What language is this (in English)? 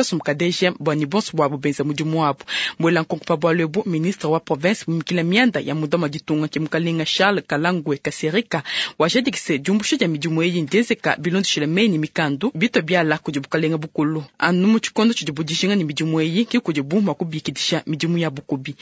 Luba-Lulua